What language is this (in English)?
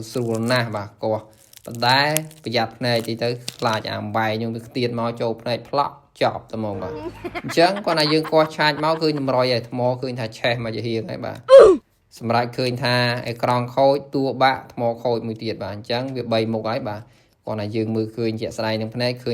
Khmer